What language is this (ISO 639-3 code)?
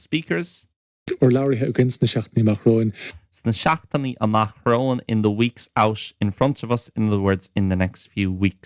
gle